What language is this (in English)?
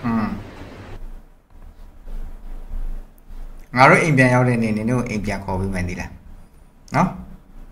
Burmese